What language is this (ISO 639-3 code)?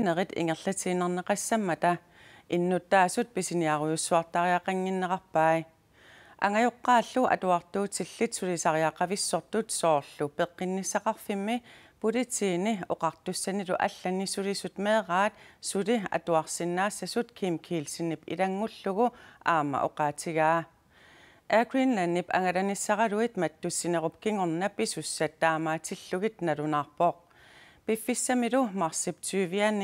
kal